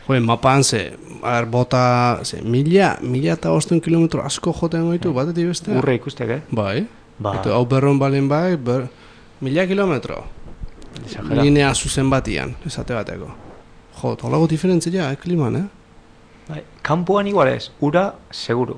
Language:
Basque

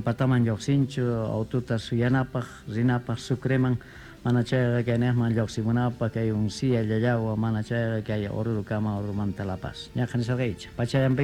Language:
Quechua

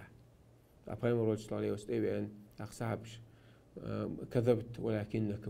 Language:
Chechen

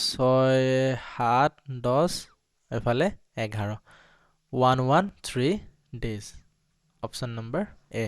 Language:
Assamese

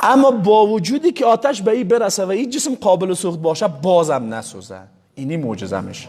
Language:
Persian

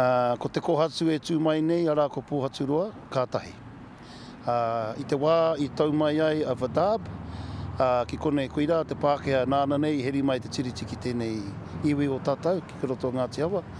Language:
Māori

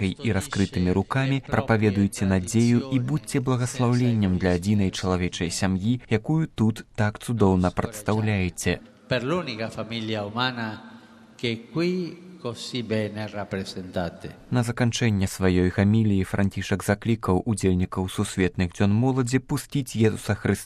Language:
Belarusian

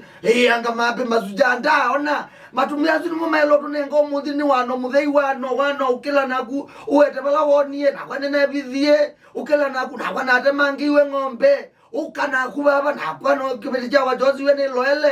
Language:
Kamba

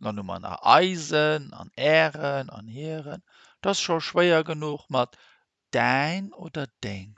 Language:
Luxembourgish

